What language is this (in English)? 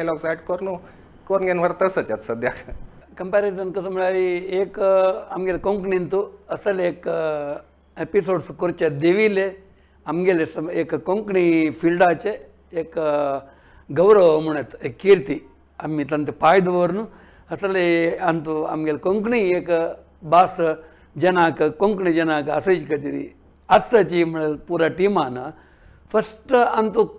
Konkani